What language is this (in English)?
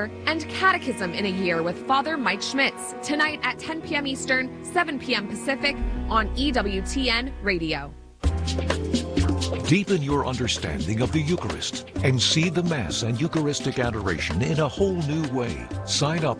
English